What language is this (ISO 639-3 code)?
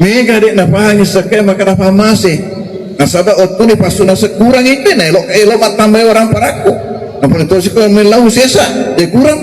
bug